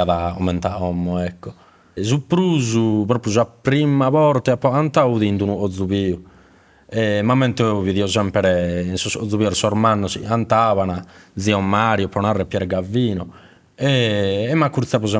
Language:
Sardinian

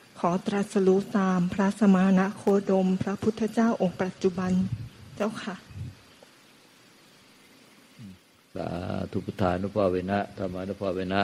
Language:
Thai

